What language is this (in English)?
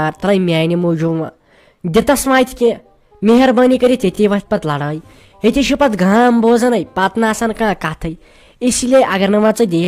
Kashmiri